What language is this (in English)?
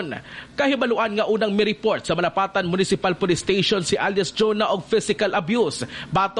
Cebuano